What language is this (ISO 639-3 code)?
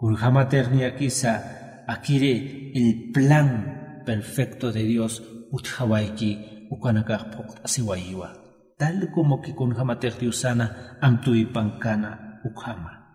aym